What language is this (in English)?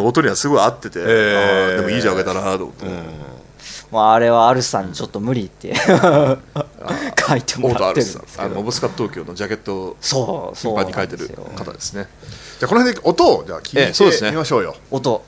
Japanese